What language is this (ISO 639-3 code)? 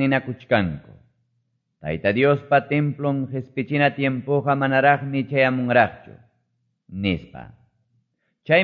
que